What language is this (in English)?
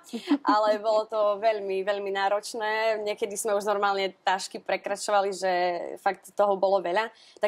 Slovak